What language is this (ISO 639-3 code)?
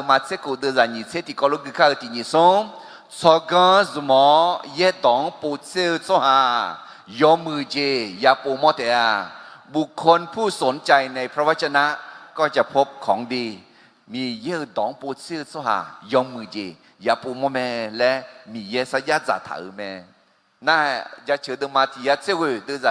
ahk